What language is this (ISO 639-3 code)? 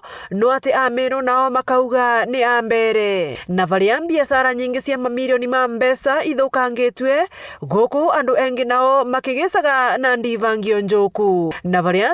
mer